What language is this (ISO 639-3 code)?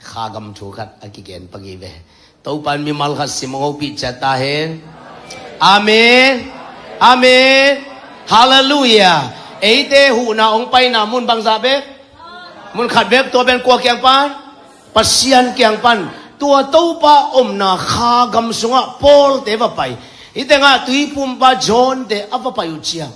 ctd